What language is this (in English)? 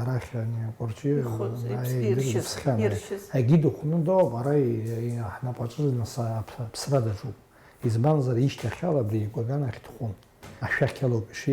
Abkhazian